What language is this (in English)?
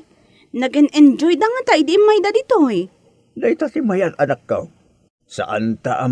Iloko